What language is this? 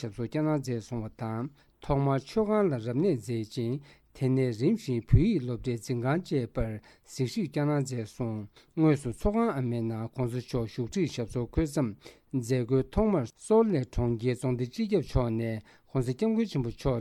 Tibetan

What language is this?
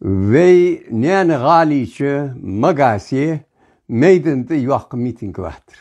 Ingush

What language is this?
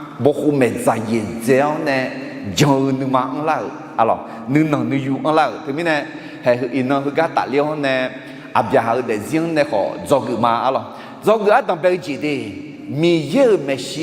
Akha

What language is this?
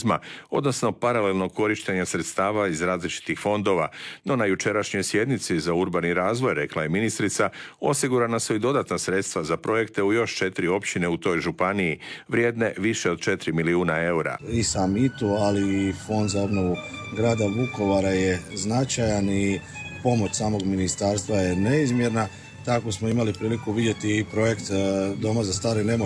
Croatian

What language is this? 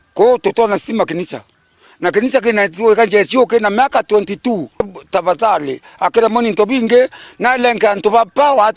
Meru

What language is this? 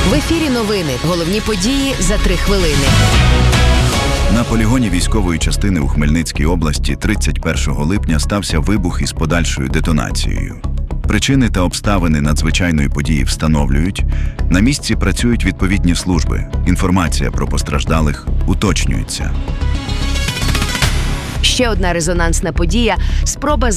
Ukrainian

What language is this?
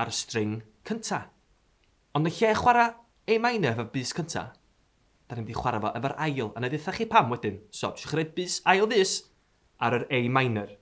Welsh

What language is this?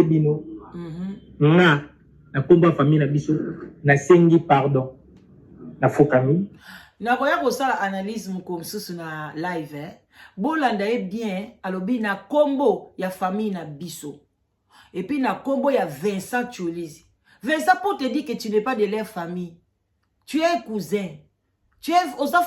Lingala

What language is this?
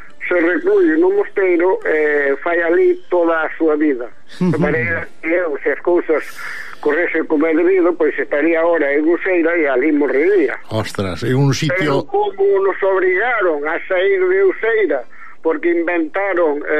Galician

